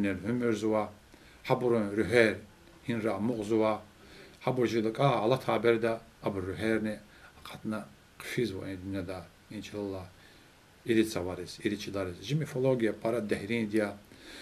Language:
Lezghian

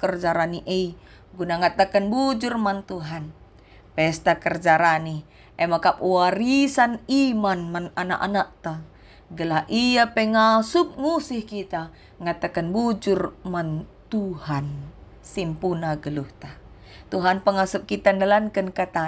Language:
Batak Karo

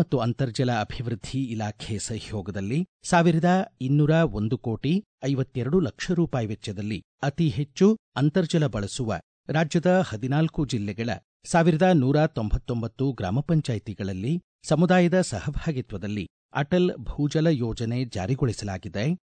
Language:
Kannada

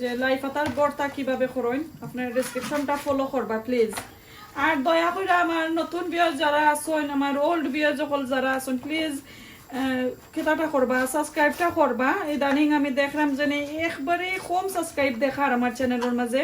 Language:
Sylheti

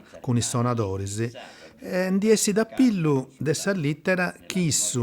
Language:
Sardinian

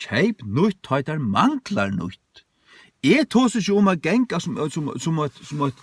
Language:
Faroese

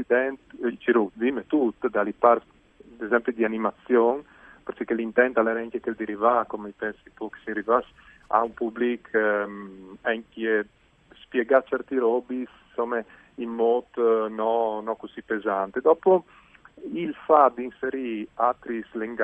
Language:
Friulian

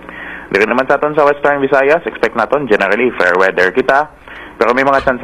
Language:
Hiligaynon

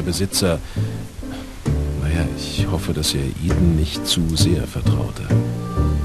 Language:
German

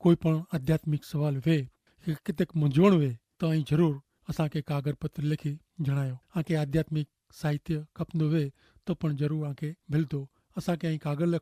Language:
Kachhi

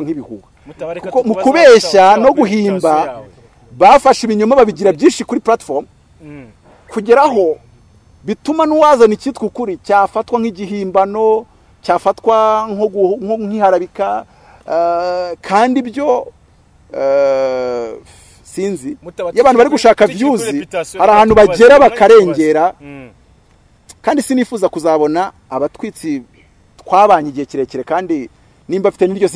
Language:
Kinyarwanda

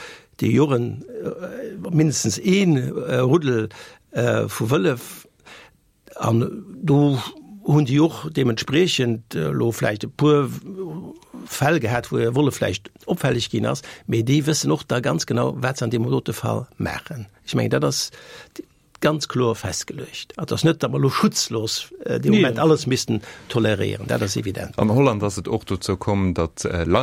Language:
Luxembourgish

